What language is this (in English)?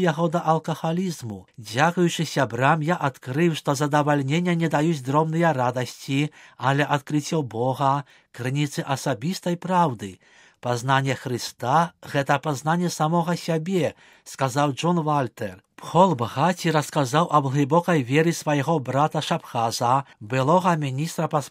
Belarusian